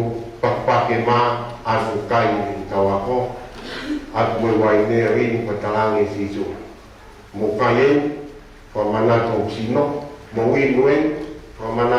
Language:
Tongan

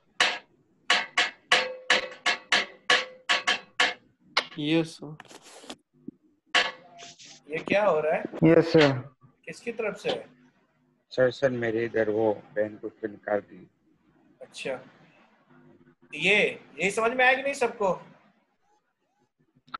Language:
Hindi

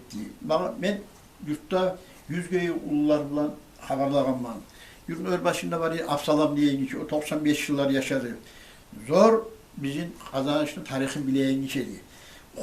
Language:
Kumyk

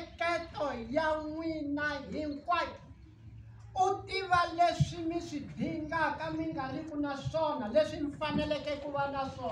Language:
Tsonga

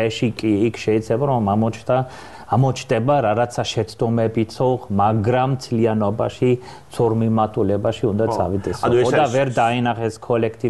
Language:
Georgian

